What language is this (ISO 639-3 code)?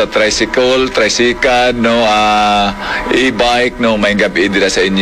hil